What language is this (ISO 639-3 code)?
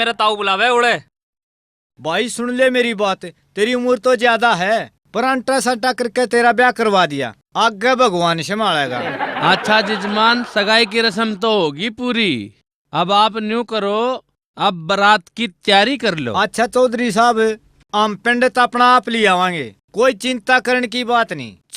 bgc